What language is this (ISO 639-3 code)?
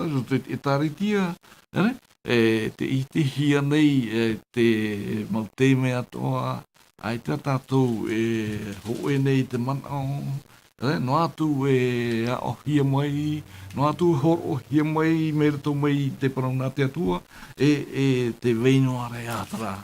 tah